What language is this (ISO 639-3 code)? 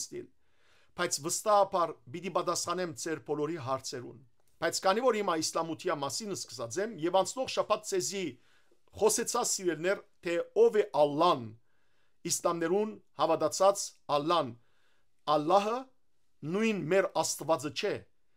hyw